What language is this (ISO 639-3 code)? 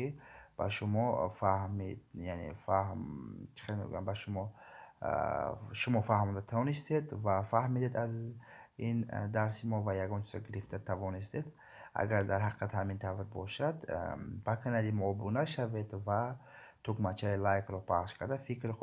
tgk